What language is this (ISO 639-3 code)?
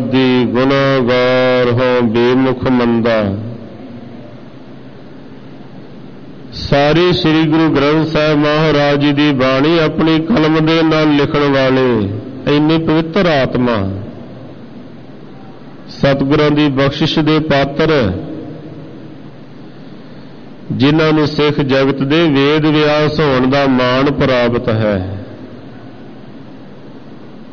pan